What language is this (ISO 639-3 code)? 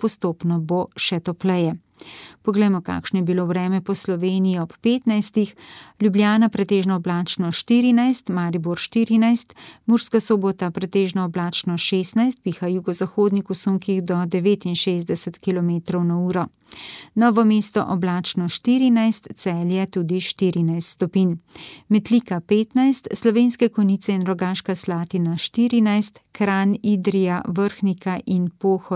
slv